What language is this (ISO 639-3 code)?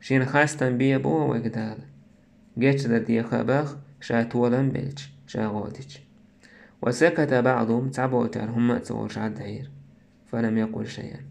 che